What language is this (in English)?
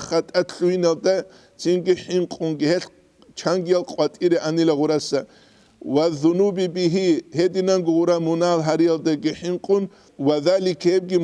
Avaric